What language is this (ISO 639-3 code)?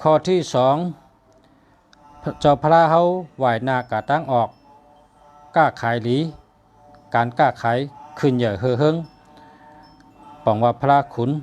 shn